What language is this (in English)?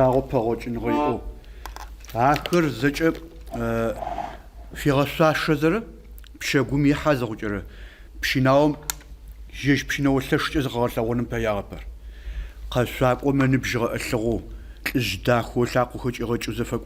Adyghe